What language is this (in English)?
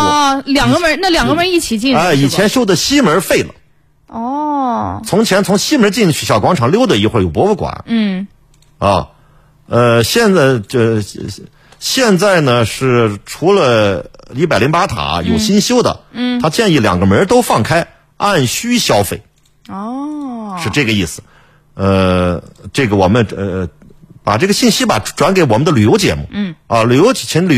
Chinese